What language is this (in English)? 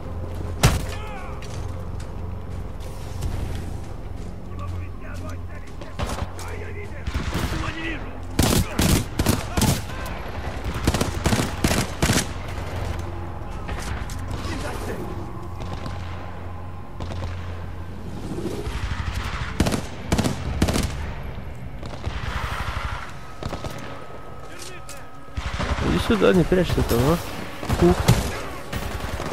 Russian